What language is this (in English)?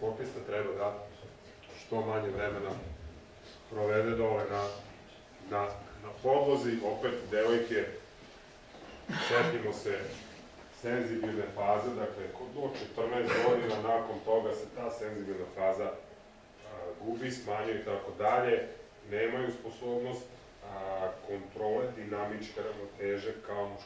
Serbian